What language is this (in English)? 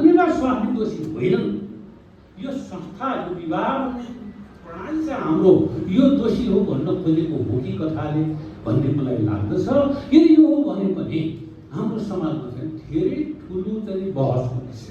Nepali